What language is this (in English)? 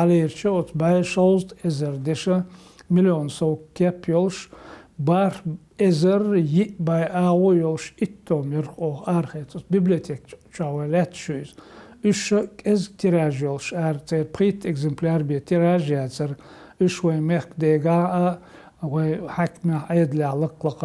Chechen